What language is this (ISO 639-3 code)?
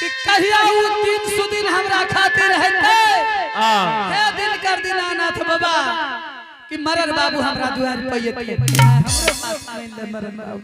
anp